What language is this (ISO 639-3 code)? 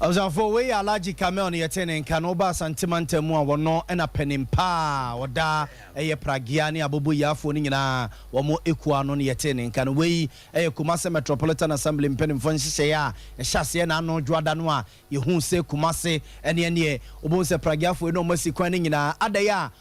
aka